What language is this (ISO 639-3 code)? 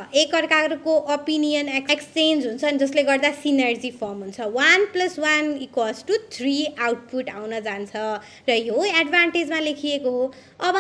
nep